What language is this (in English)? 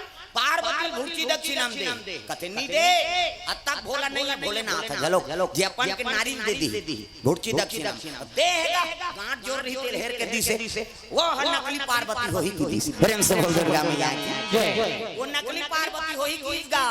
Chhattisgarhi